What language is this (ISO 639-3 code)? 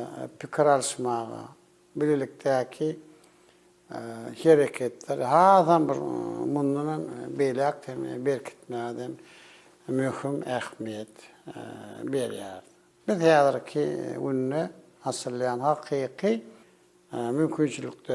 tuk